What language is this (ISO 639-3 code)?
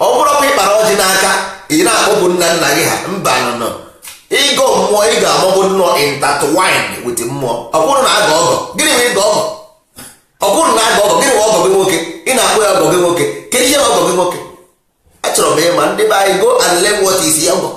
ibo